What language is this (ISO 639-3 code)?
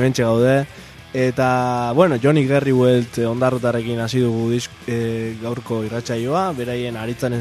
eus